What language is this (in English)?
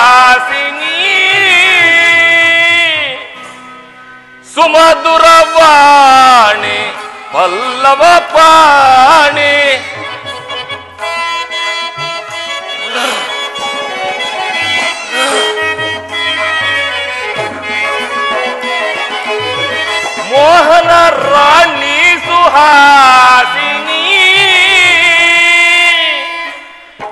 Kannada